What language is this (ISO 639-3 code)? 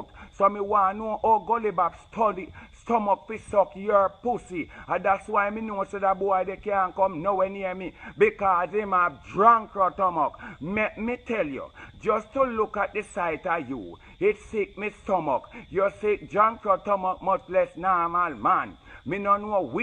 jam